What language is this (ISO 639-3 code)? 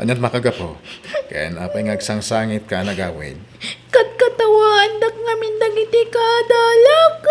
ilo